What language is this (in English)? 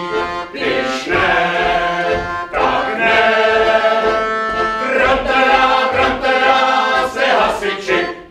Czech